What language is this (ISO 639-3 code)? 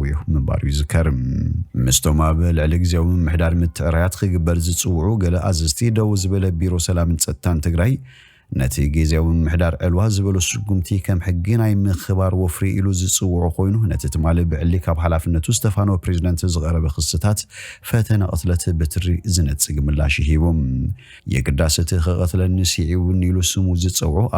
tir